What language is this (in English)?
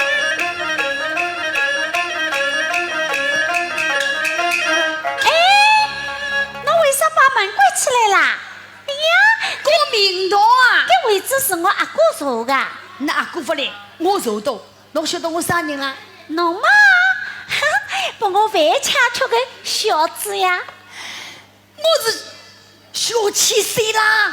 Wu Chinese